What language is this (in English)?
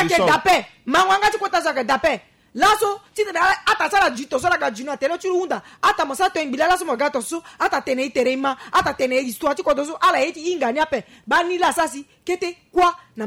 Sango